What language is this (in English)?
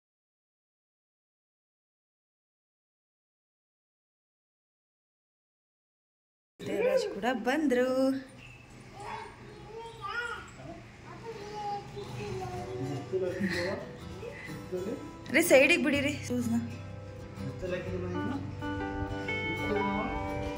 Kannada